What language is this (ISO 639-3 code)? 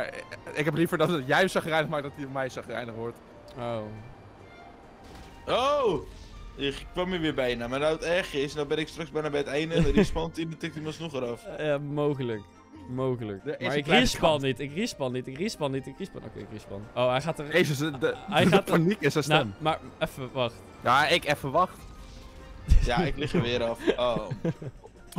nld